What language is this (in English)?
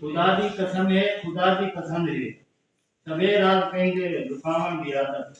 Saraiki